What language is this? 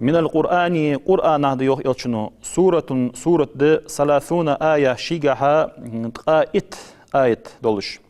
Ingush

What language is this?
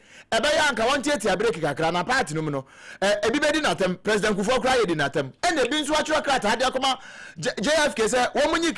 Akan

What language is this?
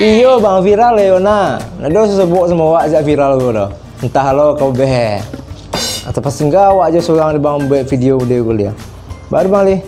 Minangkabau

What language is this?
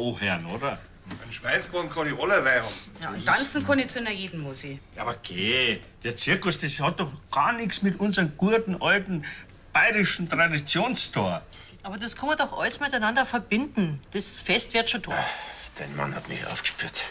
Bavarian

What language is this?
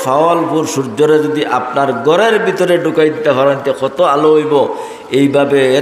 Sylheti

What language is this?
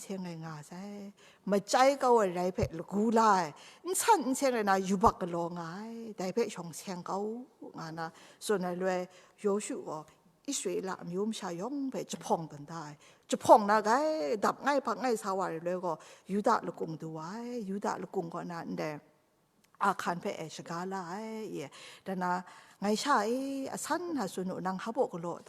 Kachin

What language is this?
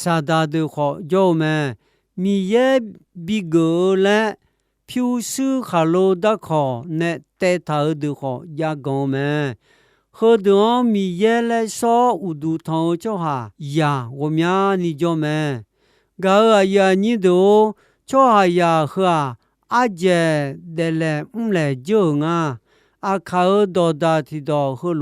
Akha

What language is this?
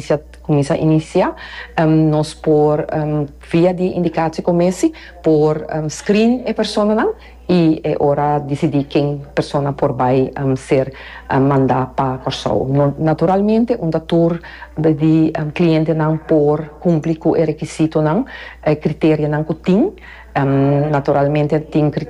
Papiamento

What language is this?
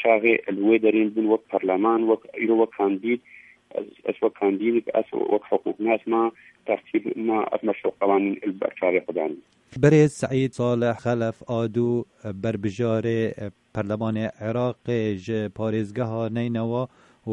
Kurdish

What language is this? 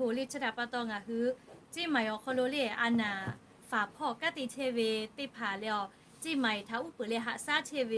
Lahu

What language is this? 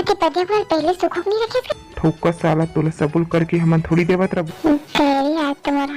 Chhattisgarhi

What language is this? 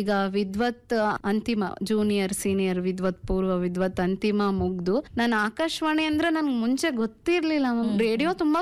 Kannada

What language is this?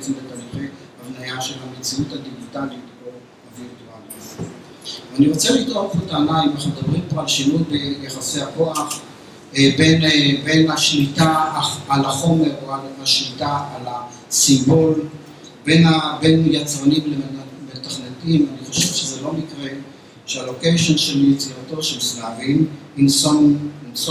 Hebrew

